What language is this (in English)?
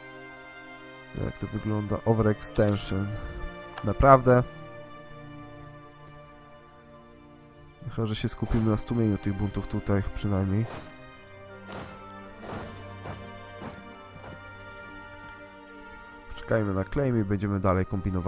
Polish